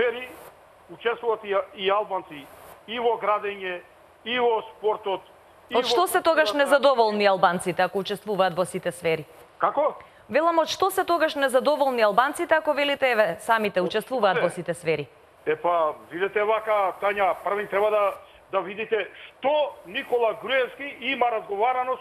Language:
Macedonian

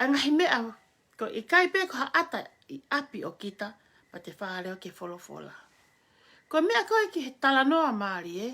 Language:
Tongan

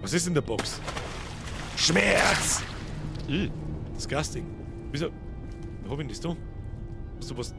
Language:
Bavarian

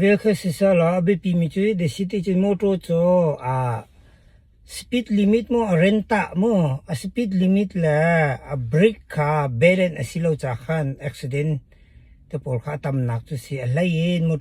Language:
Hakha Chin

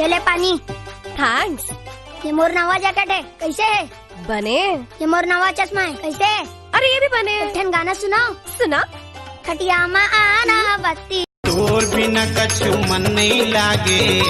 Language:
Chhattisgarhi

